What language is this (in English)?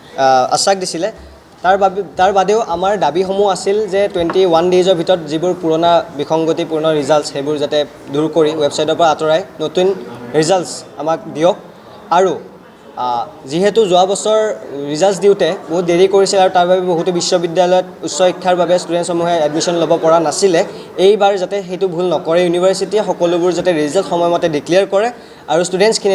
Assamese